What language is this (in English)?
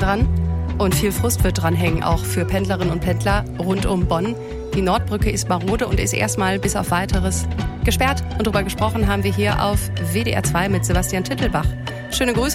German